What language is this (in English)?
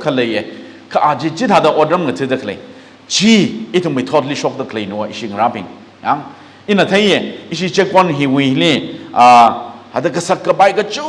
Tangkhul Naga (India)